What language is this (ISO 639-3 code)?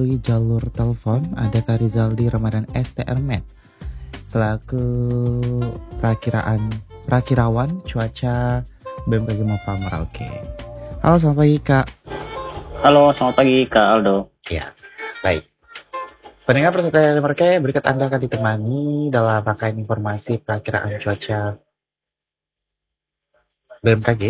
ind